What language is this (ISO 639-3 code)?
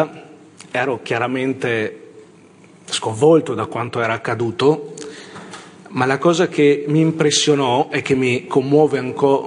ita